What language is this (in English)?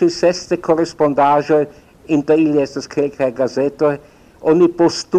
Esperanto